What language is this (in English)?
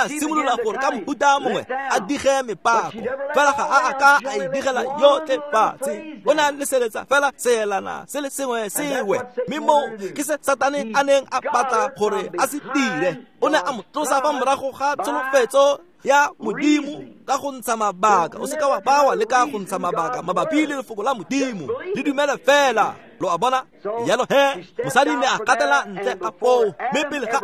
Tswana